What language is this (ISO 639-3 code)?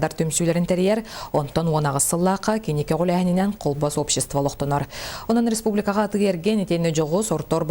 sah